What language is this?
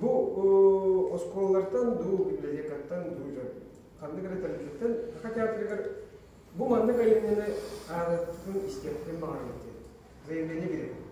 Yakut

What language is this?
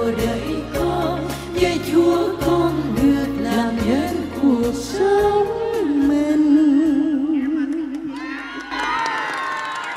Vietnamese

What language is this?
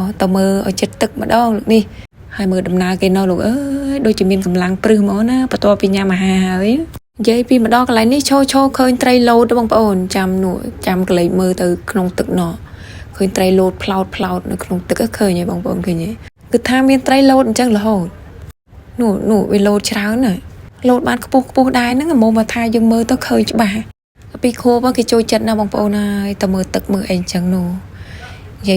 Khmer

